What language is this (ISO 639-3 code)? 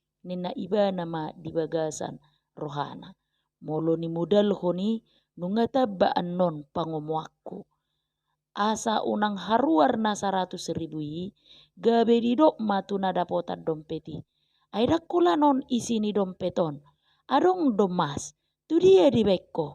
bbc